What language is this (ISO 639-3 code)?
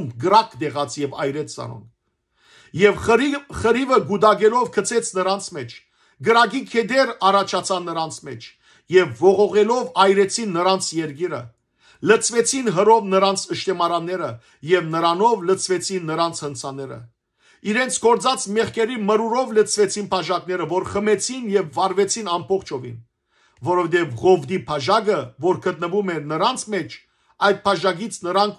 hyw